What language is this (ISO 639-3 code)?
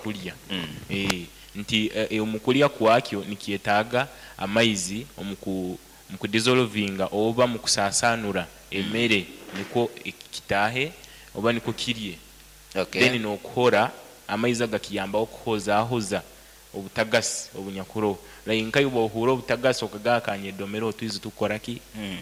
nyo